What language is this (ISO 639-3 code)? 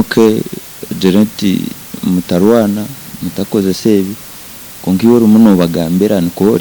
nyn